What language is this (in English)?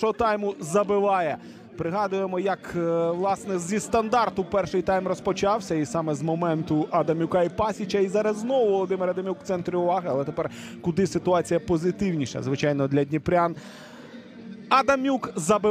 Ukrainian